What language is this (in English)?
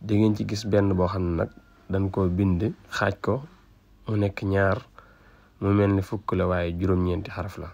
Wolof